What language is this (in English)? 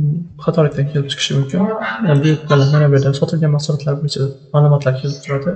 Uzbek